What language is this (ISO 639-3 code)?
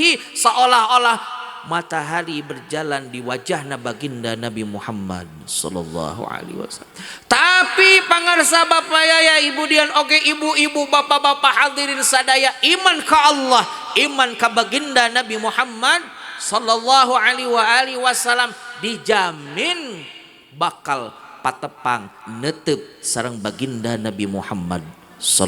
sun